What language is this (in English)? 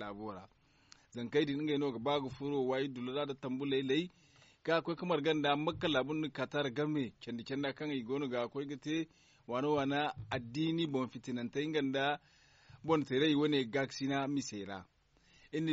Zarma